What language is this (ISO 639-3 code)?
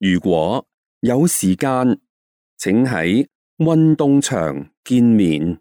yue